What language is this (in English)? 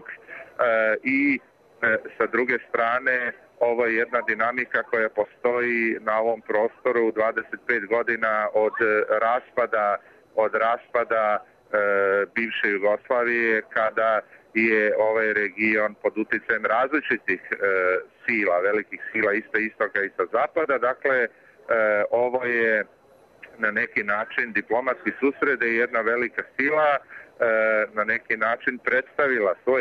Bosnian